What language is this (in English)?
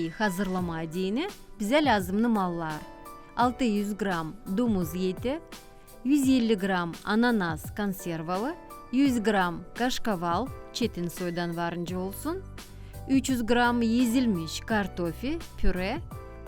Gagauz